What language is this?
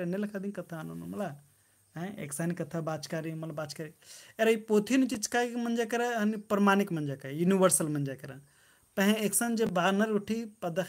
Kurukh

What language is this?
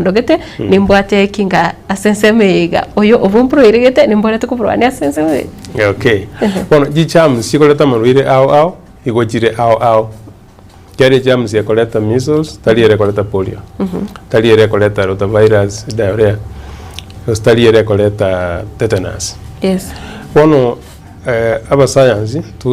Gusii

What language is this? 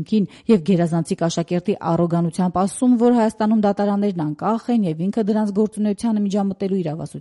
Armenian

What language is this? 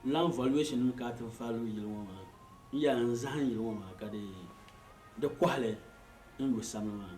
Dagbani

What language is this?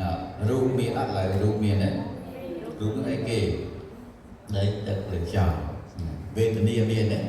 Khmer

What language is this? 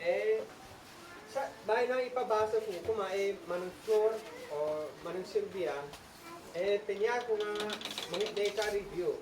Isnag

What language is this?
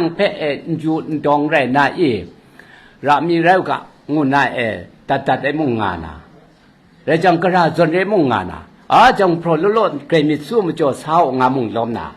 Kachin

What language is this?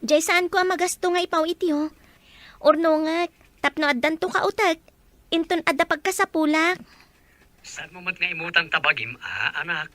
Iloko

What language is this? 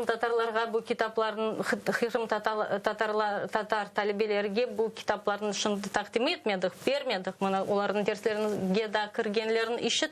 Crimean Tatar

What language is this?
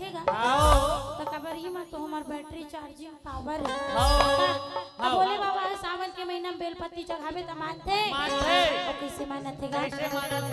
Chhattisgarhi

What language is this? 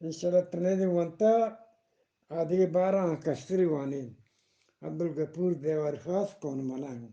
Eastern Balochi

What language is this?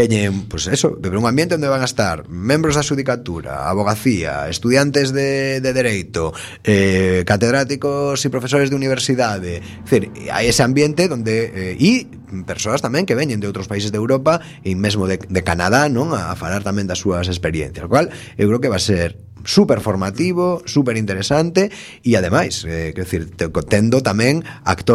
Galician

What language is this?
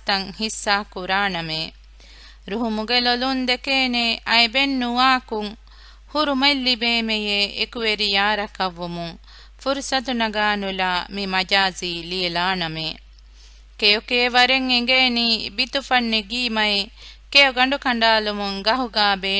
Divehi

